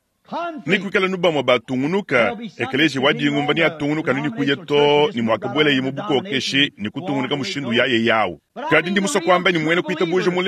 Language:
Luba-Lulua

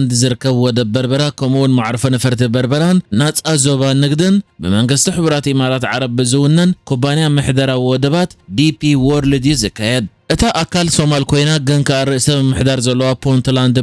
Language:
Tigrinya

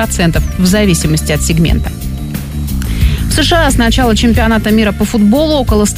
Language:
Russian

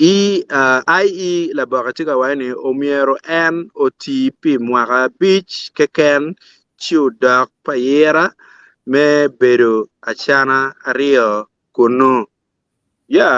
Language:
Acoli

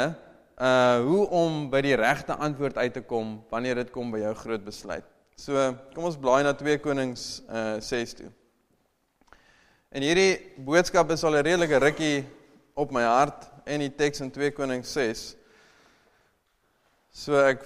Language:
Afrikaans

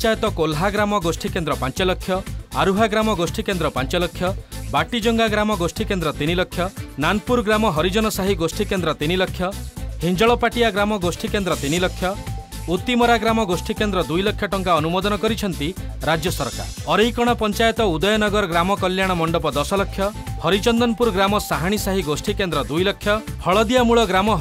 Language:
Odia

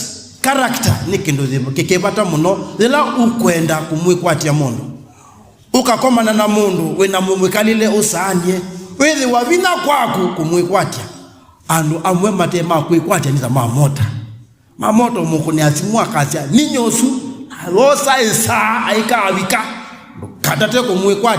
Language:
Kamba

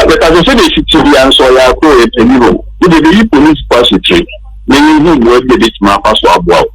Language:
Akan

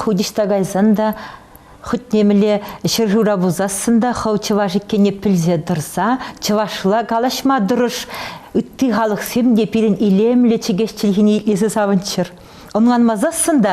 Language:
Chuvash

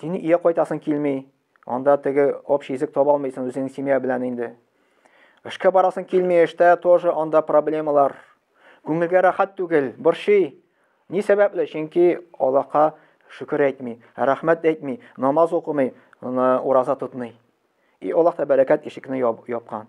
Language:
Tatar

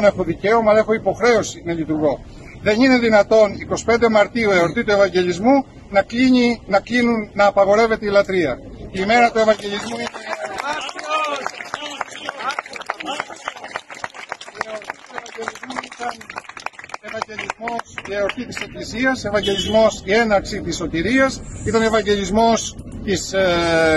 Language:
Greek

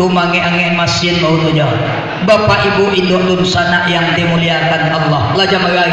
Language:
Minangkabau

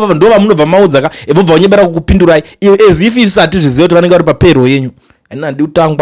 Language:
Shona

